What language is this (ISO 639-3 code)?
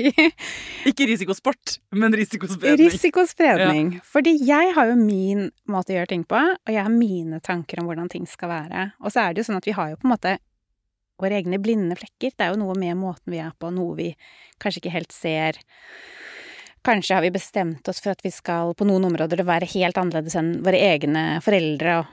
nor